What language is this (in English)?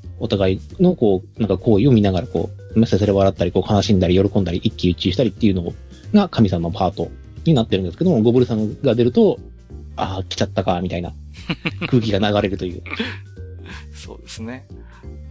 Japanese